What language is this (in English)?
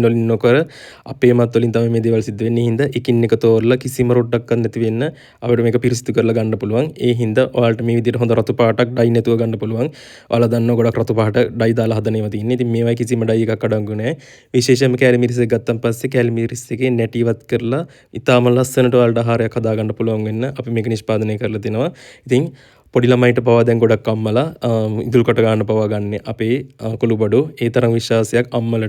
Sinhala